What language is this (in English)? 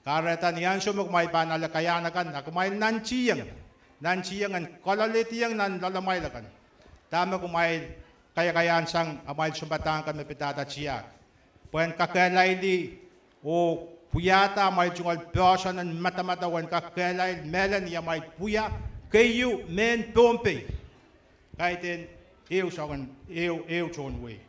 Pohnpeian